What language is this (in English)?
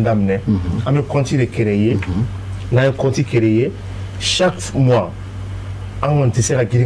Bambara